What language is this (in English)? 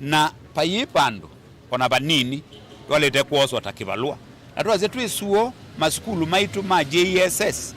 Kamba